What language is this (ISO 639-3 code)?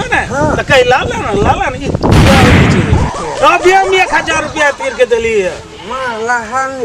mai